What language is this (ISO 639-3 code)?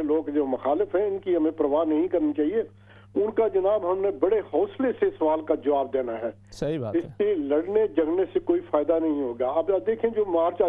urd